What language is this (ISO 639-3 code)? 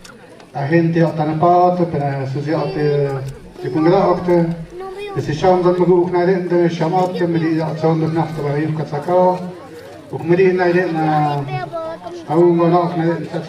mxp